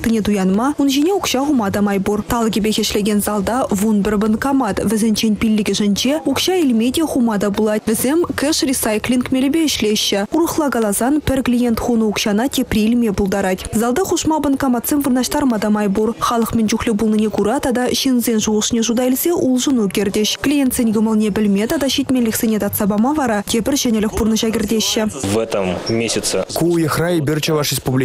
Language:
Chuvash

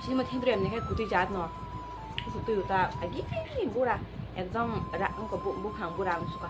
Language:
Kok Borok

